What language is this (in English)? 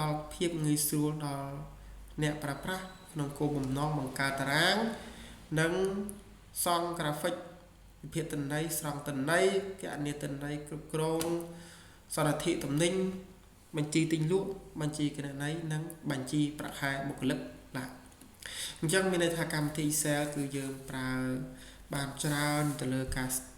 Khmer